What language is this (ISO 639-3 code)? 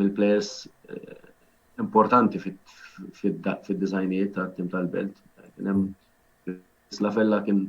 mlt